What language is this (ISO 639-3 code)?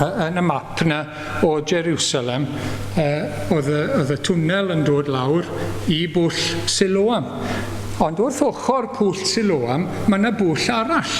cym